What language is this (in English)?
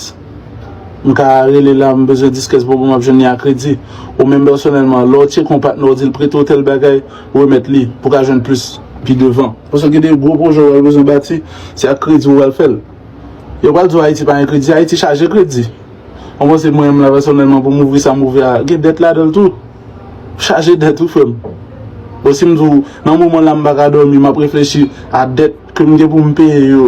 Haitian Creole